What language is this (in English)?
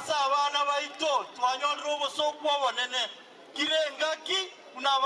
Gusii